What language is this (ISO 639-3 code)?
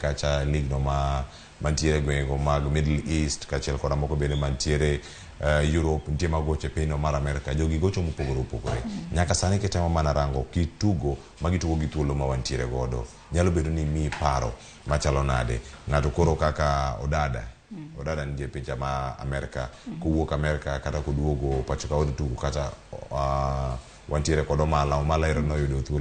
luo